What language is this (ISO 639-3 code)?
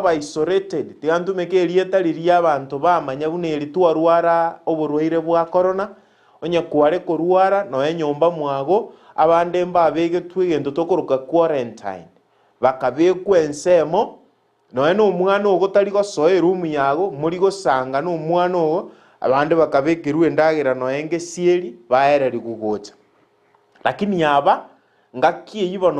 guz